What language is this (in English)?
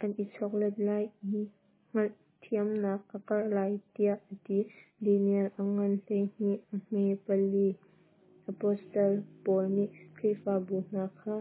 Hakha Chin